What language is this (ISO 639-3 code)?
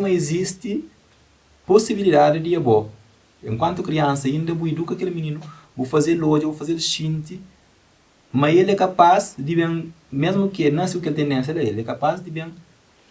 kea